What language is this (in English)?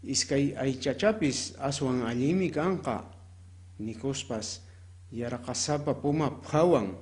Quechua